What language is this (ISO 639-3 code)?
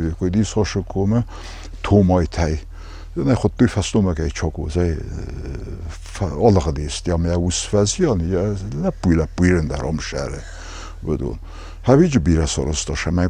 oss